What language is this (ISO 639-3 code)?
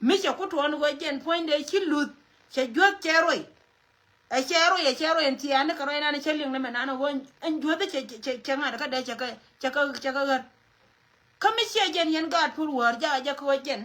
nus